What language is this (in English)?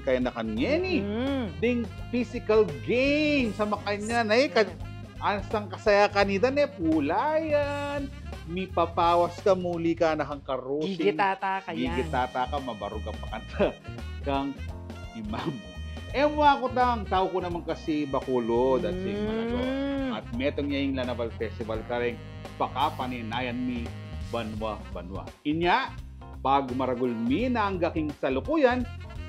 Pampanga